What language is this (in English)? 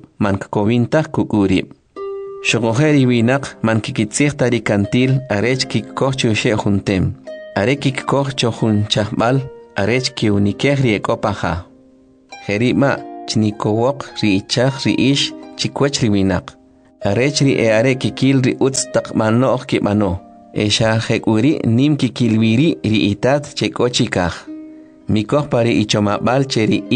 Kʼicheʼ